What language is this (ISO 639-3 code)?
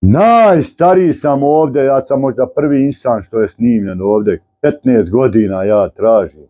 bos